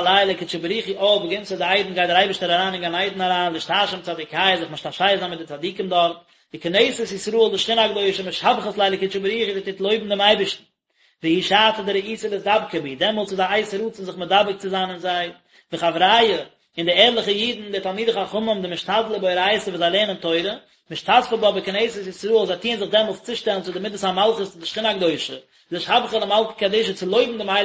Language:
Yiddish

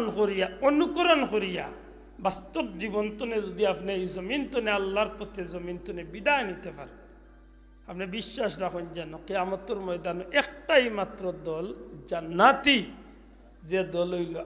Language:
Sylheti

